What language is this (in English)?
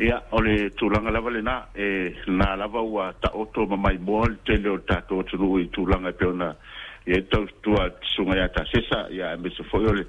Samoan